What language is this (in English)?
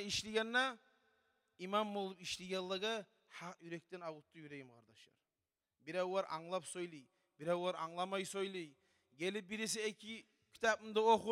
Kumyk